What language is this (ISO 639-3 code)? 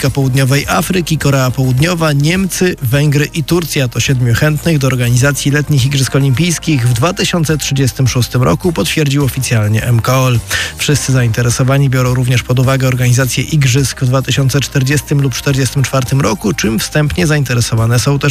pol